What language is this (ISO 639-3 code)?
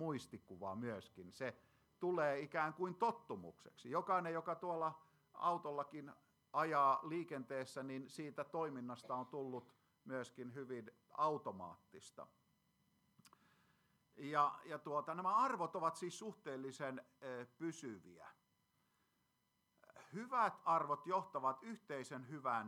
fin